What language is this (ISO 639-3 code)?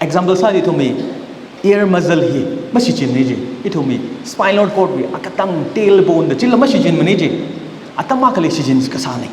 nmf